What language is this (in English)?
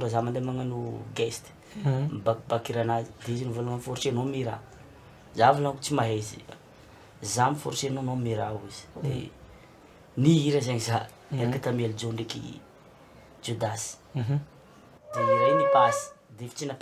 Malagasy